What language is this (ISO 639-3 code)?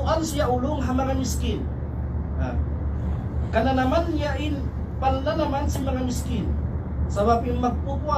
tsg